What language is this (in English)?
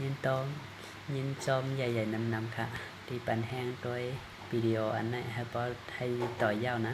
Shan